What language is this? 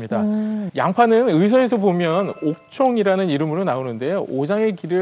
Korean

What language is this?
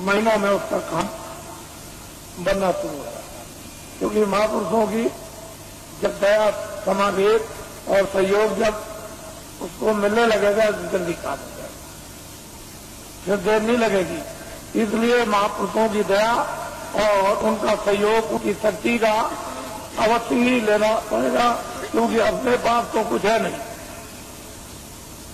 Hindi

